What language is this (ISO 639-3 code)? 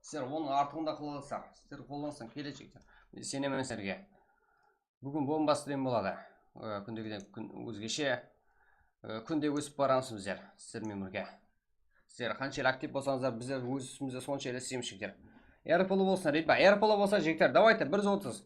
kaa